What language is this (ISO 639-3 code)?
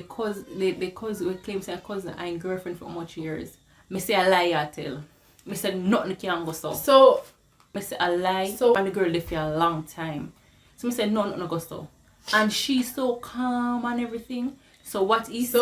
jam